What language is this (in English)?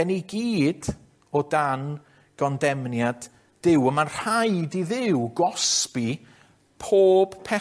Welsh